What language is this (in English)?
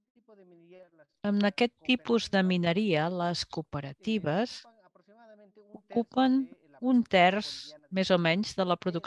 Catalan